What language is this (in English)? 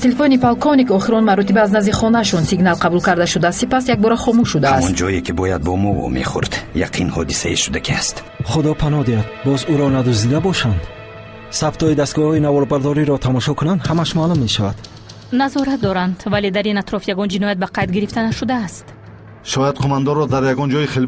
Tajik